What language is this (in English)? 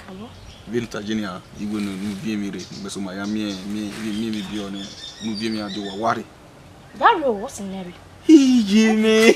Bini